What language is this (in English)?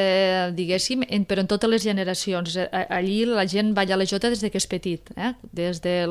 Catalan